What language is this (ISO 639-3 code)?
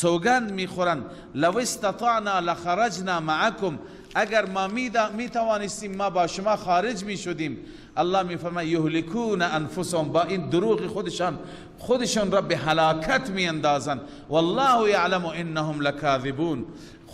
fas